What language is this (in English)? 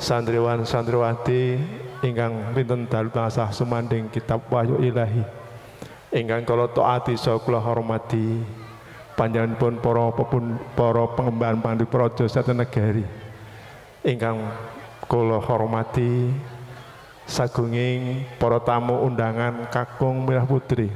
Javanese